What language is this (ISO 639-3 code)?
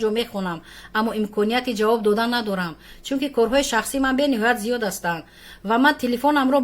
tgk